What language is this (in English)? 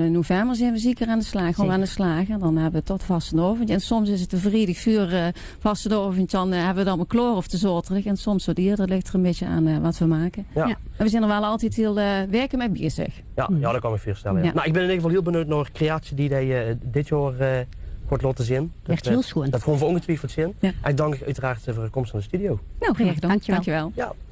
Limburgish